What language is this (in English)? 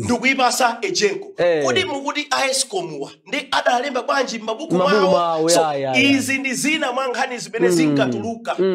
Nyanja